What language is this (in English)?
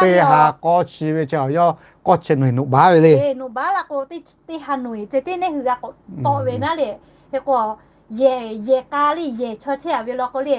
Lahu